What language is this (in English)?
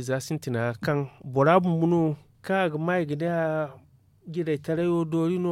Zarma